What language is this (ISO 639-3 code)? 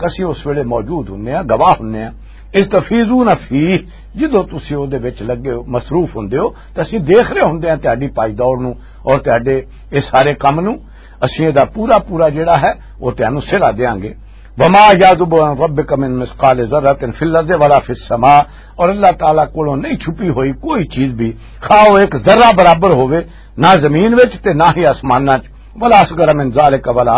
lah